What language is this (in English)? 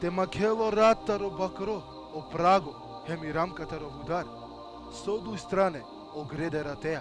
Balkan Romani